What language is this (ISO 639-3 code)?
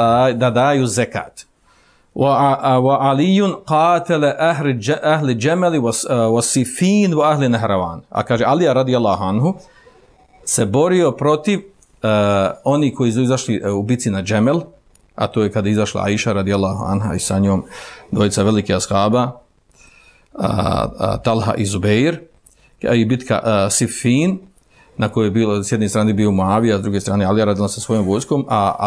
bos